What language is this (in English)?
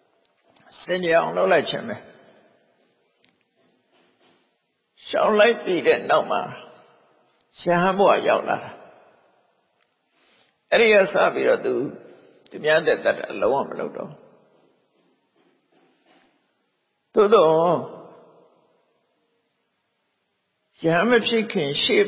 Burmese